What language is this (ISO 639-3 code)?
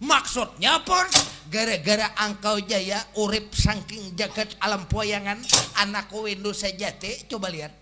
bjn